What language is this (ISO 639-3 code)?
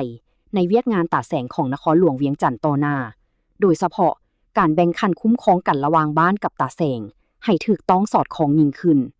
lao